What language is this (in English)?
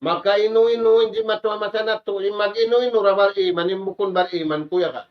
Tausug